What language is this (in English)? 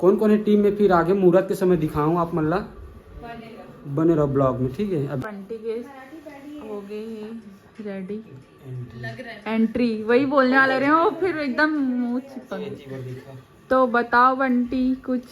Chhattisgarhi